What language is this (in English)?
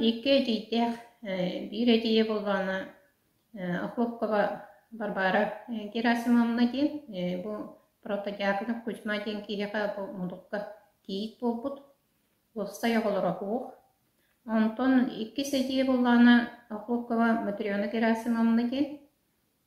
Yakut